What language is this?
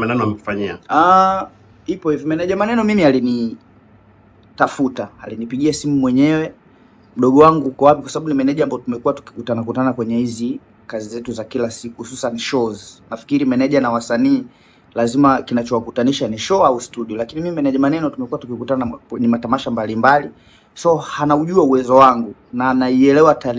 Swahili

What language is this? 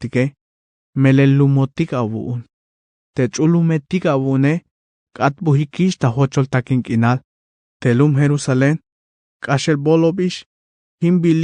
Tzeltal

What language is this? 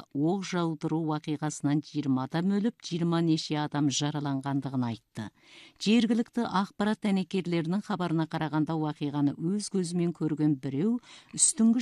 Kazakh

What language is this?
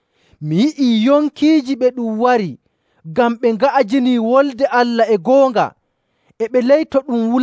Nigerian Fulfulde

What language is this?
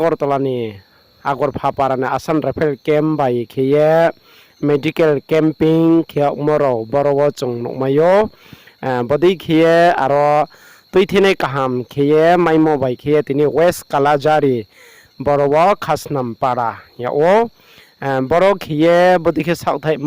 Riang (India)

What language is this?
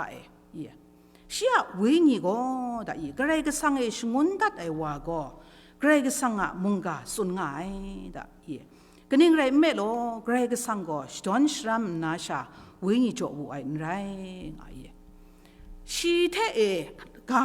Kachin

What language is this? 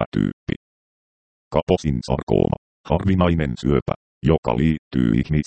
Finnish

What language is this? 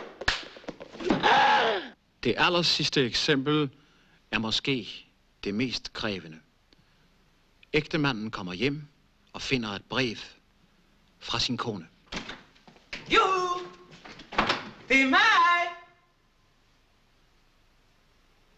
Danish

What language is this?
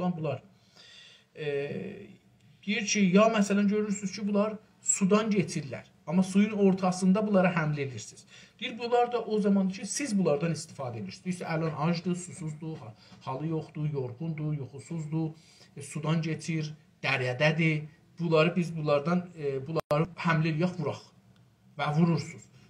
South Azerbaijani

